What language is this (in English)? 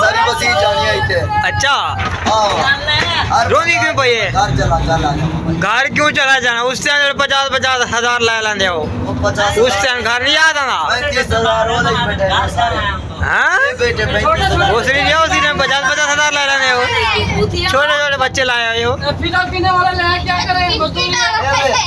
Saraiki